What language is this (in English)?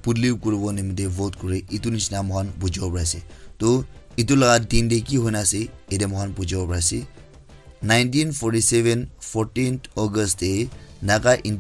Naga Pidgin